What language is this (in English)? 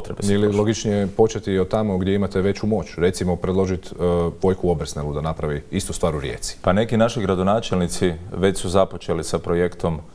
Croatian